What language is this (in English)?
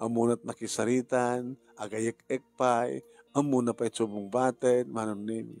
Iloko